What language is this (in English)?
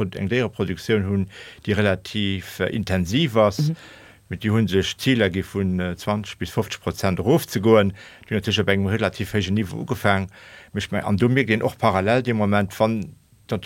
Luxembourgish